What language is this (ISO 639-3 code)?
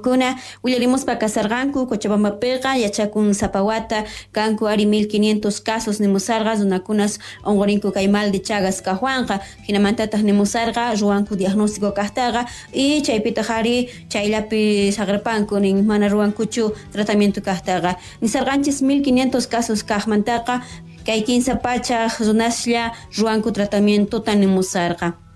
quh